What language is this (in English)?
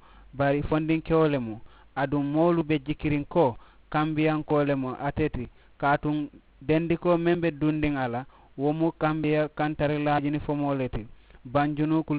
Mandingo